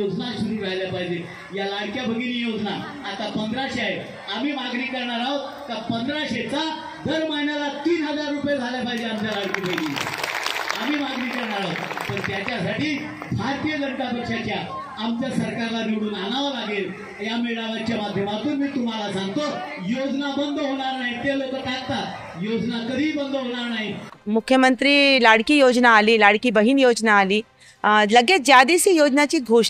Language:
Marathi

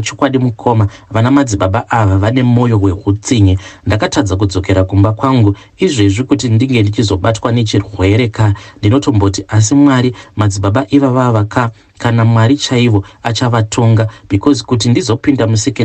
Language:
Shona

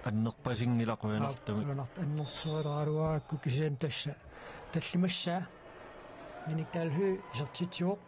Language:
Kalaallisut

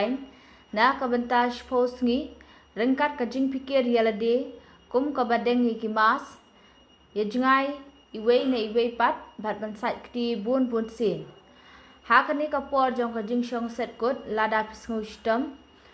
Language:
Khasi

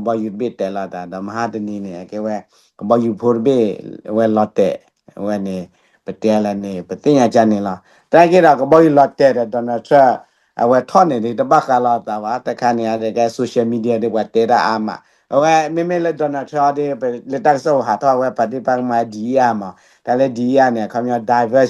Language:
S'gaw Karen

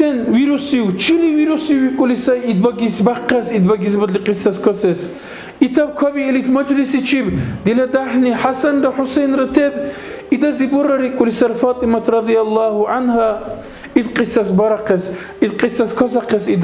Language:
Dargwa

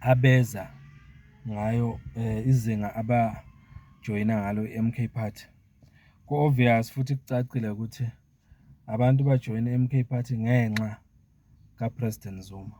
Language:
Zulu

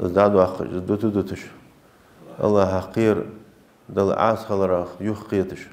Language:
Ingush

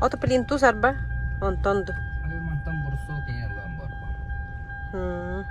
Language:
Yakut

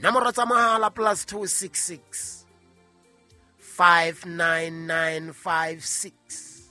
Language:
Southern Sotho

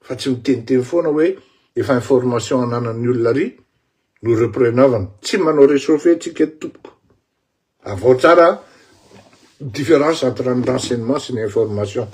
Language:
Malagasy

